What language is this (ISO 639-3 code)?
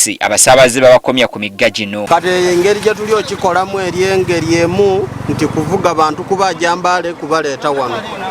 lug